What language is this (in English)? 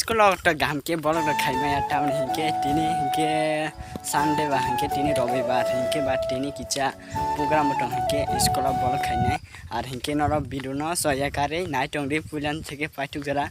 Kok Borok